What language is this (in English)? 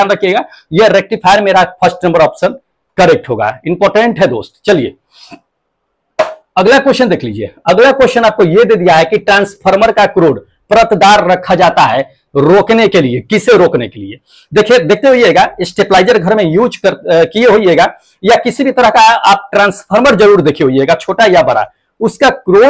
Hindi